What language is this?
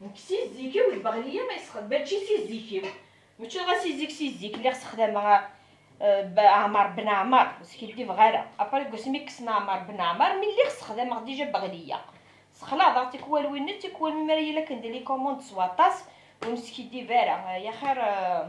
Kabyle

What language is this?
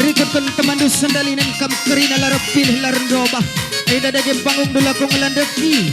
Batak Karo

